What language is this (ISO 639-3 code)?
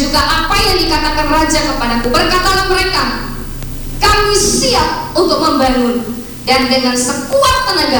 ind